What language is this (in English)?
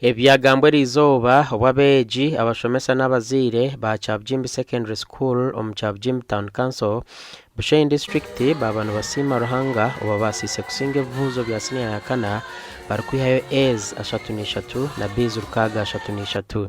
Nyankole